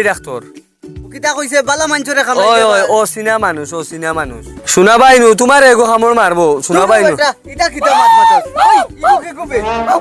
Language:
Sylheti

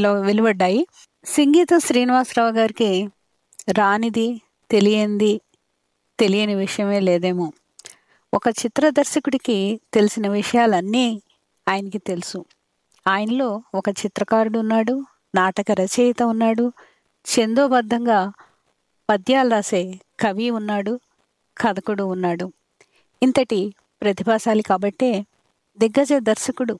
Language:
Telugu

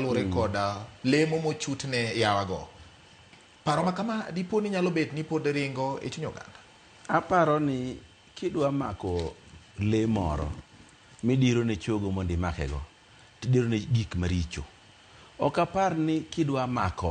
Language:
Luo (Kenya and Tanzania)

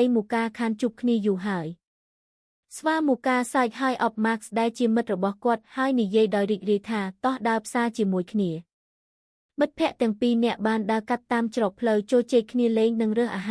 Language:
Khmer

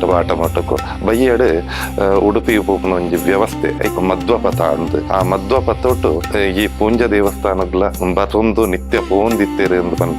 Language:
Tulu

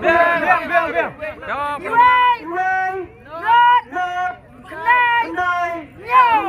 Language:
Khasi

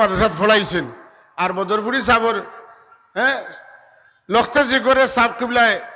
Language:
Sylheti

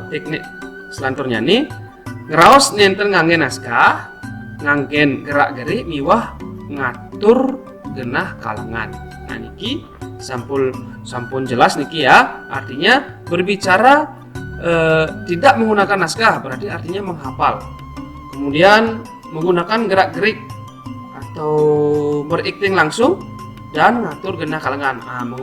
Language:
Balinese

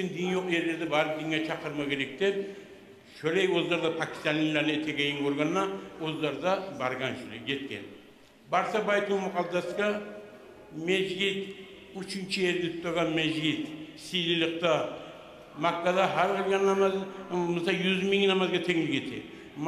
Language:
Kumyk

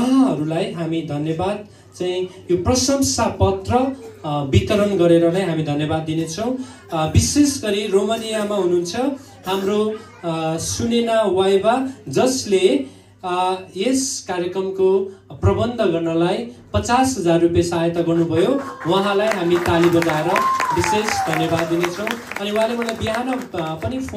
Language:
Nepali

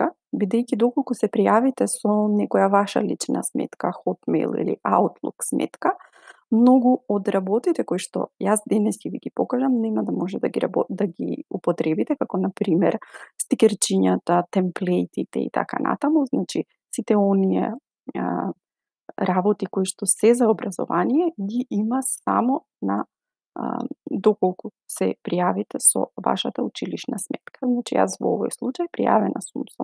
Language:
Macedonian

